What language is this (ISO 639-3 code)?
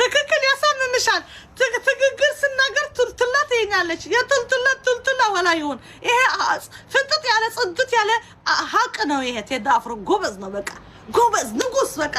amh